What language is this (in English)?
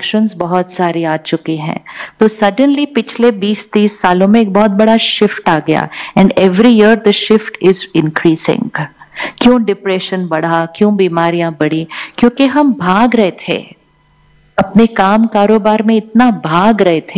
Hindi